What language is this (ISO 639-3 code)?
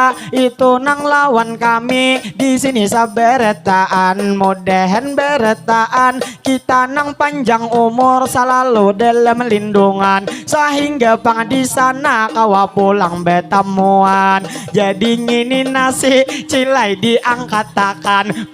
bjn